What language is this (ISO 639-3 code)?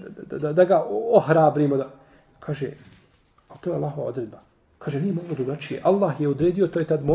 bos